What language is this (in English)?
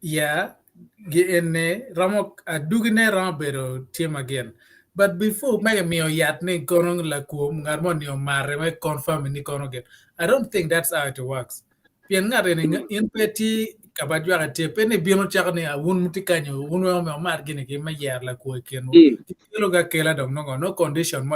Acoli